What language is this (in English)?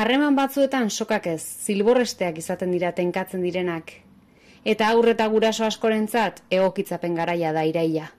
Basque